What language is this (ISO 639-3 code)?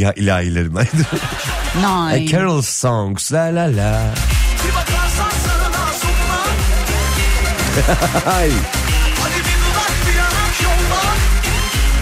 tur